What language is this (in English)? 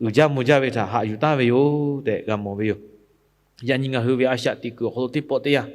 Lahu